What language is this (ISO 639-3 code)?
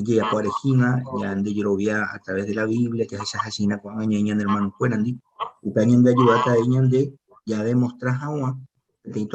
grn